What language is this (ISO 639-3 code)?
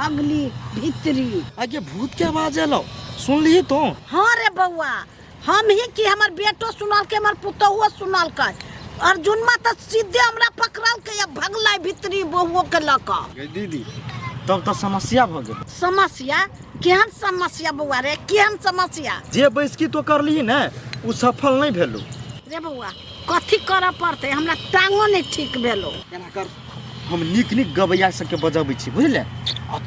mai